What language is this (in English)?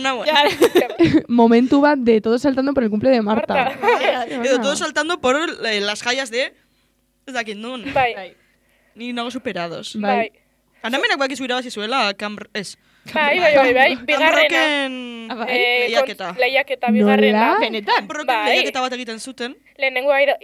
Basque